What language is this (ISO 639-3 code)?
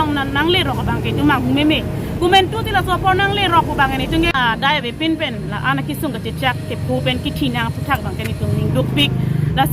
mjw